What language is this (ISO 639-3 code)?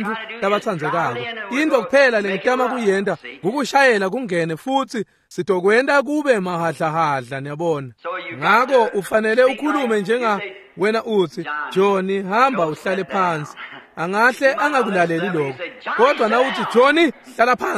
ssw